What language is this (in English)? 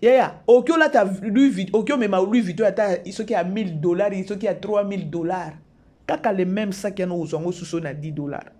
Lingala